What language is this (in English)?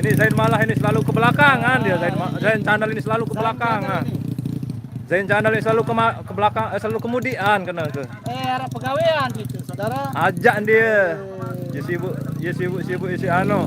Sasak